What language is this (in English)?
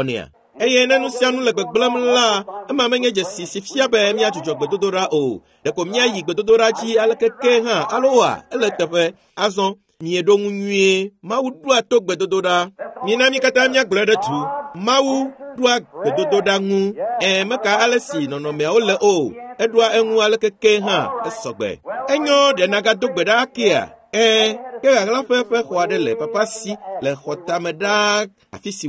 Ewe